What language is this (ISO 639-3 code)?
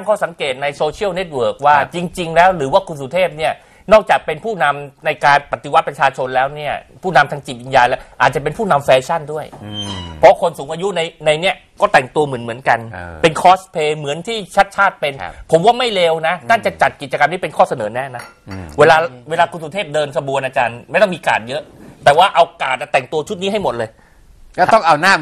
tha